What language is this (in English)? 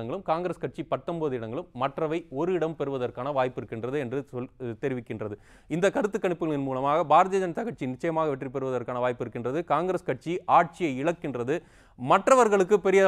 Tamil